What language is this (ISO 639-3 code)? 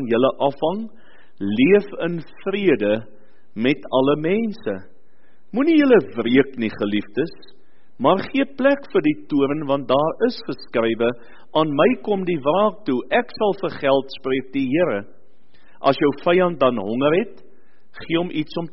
afr